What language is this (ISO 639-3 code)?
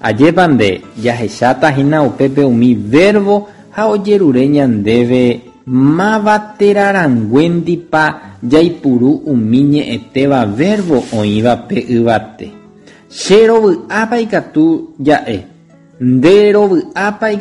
grn